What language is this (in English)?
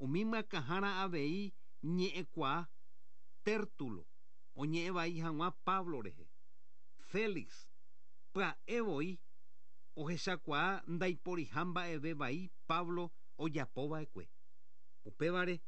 Guarani